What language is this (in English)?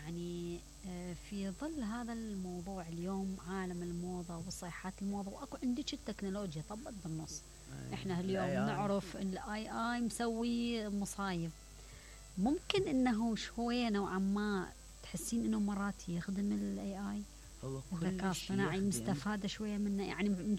Mesopotamian Arabic